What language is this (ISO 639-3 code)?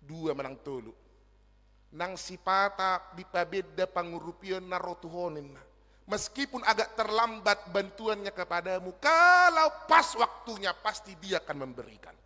bbc